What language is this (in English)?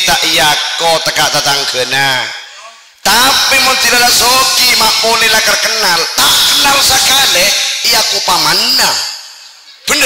Madurese